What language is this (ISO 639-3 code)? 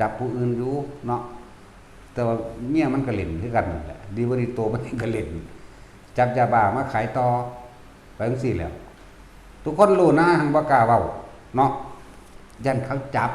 tts